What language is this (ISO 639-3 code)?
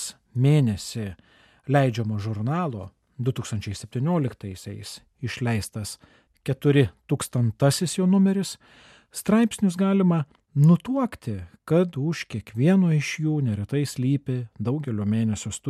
lit